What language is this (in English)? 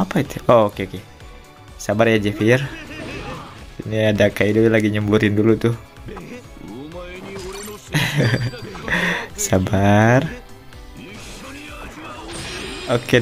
Indonesian